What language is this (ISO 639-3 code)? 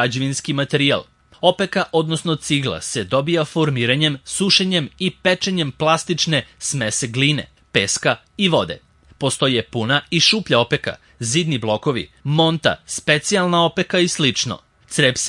srp